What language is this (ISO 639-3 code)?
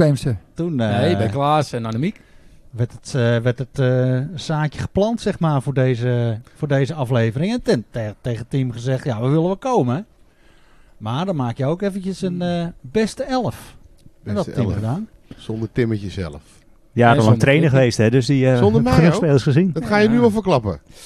nld